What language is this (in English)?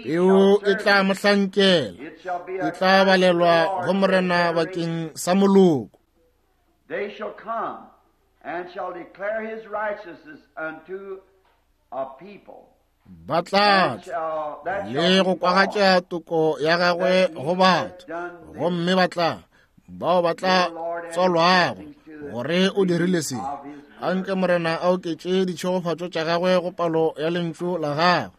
Northern Sotho